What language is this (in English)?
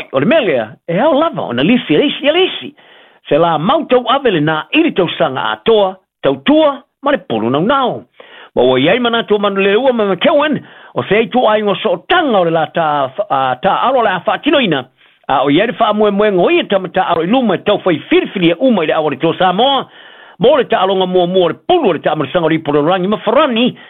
Samoan